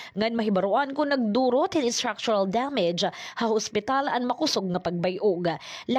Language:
Waray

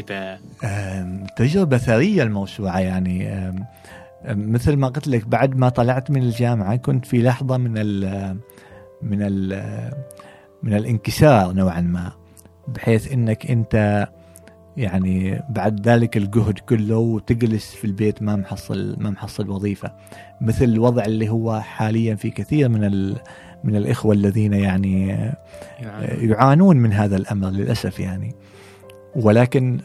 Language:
Gulf Arabic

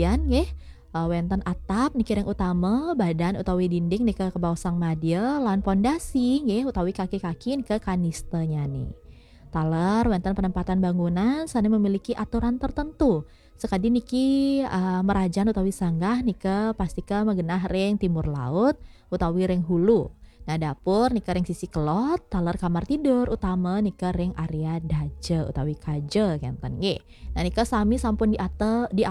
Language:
Balinese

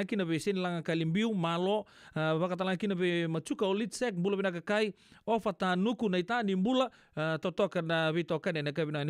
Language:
Fijian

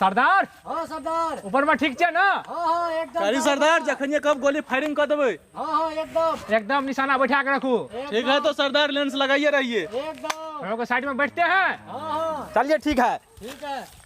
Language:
Maithili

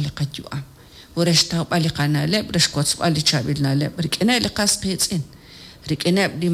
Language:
Kekchí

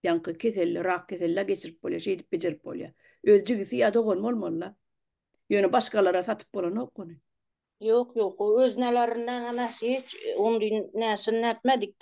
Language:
Turkmen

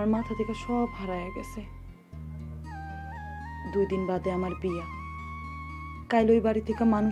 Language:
Bangla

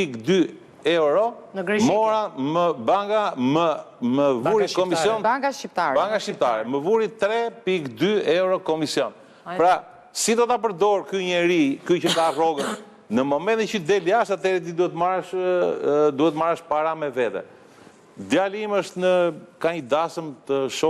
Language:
Albanian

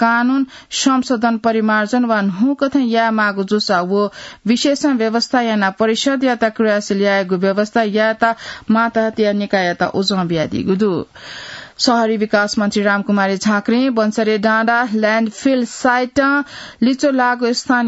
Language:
Newari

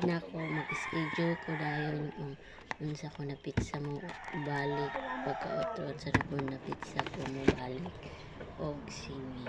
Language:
Cebuano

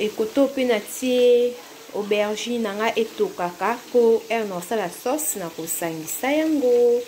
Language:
Lingala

